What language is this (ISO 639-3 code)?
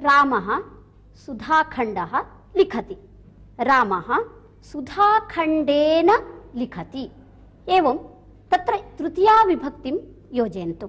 san